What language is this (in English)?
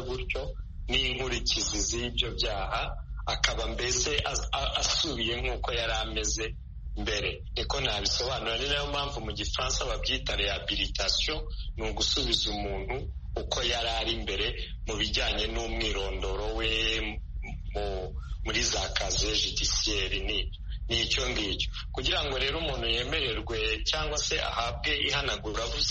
Kinyarwanda